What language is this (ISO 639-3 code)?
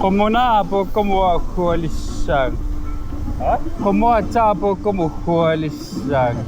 kal